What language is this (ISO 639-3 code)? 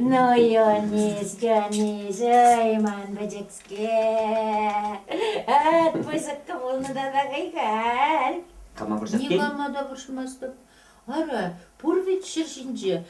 chv